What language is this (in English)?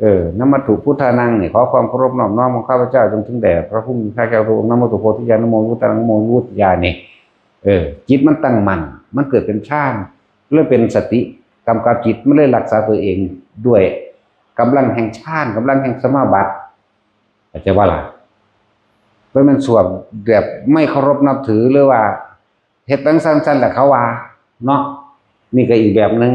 Northeastern Thai